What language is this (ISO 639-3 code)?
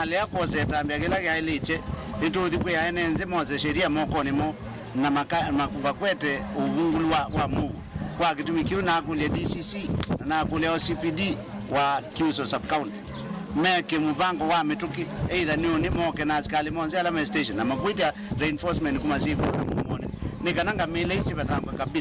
kam